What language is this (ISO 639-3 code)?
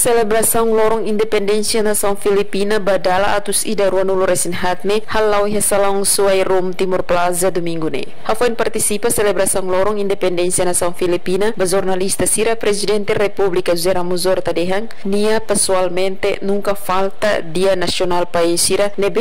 tet